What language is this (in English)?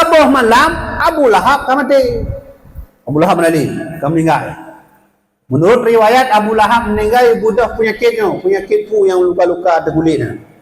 Achinese